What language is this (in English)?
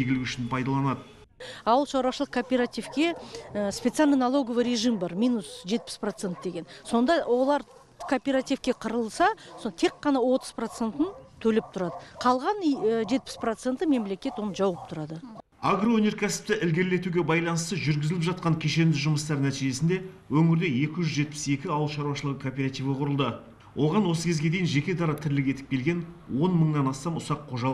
Kazakh